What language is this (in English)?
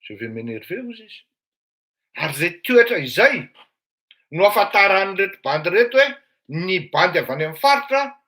Malagasy